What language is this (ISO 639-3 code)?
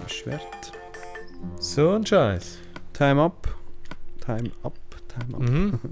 gsw